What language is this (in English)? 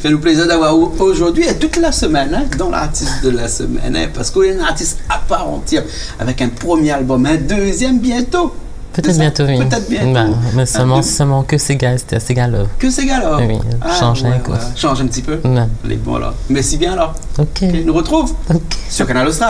Réunion Creole French